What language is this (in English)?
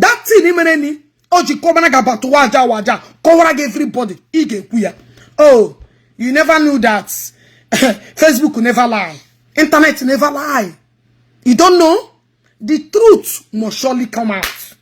Igbo